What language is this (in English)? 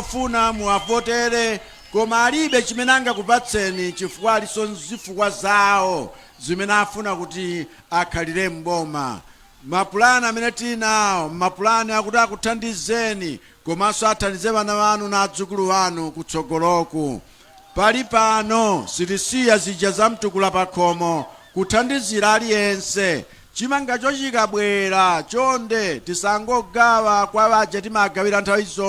Nyanja